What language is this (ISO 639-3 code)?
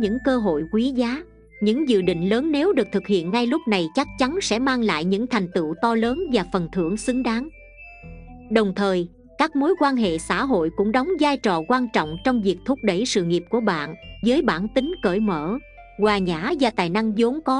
vie